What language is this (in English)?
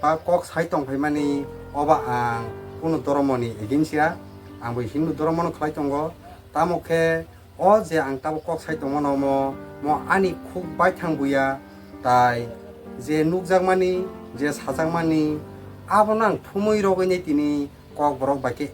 Kok Borok